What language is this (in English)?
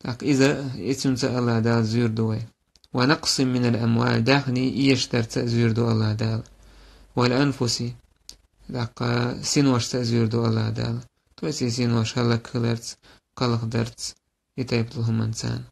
Chechen